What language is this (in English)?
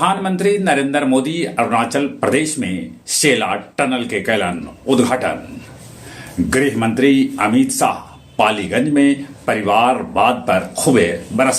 Magahi